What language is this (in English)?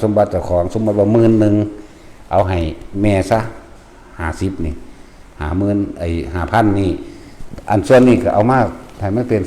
Northeastern Thai